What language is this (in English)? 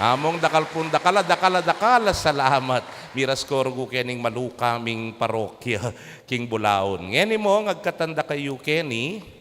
Pampanga